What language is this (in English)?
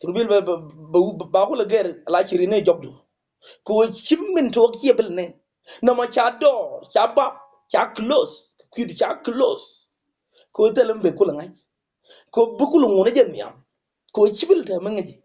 Nuer